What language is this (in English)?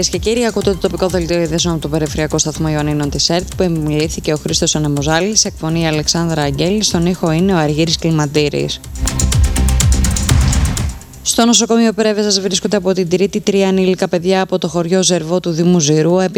Greek